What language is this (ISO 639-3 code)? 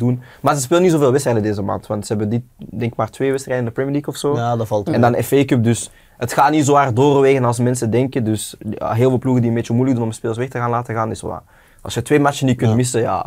nld